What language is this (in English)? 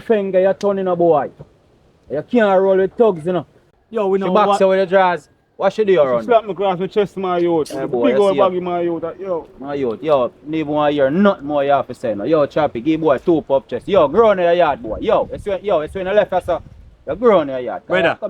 Jamaican Creole English